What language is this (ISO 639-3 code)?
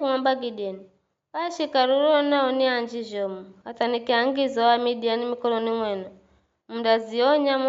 nyf